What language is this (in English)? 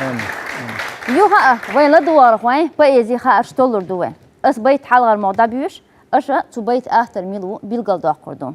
Chechen